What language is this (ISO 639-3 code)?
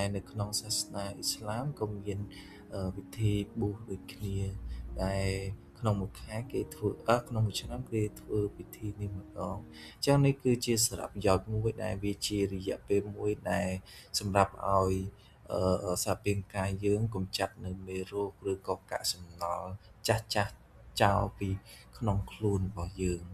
khm